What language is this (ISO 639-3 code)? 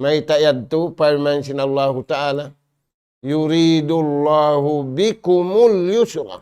tsg